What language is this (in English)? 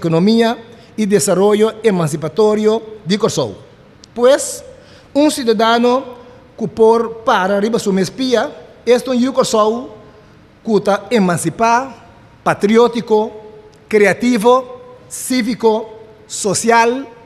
Papiamento